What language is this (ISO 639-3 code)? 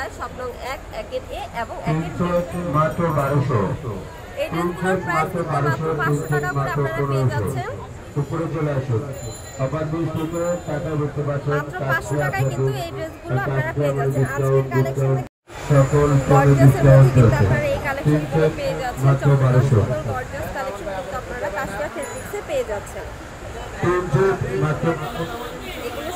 ben